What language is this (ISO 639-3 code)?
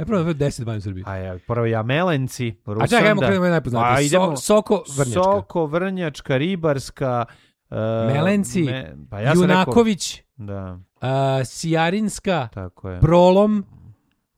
srp